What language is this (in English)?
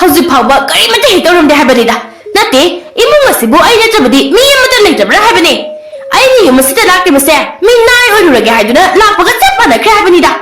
Manipuri